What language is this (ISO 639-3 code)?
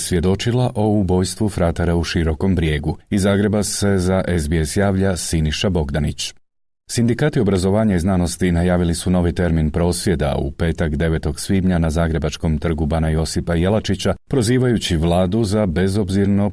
hrv